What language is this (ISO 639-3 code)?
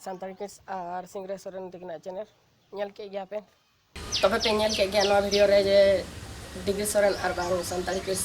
sat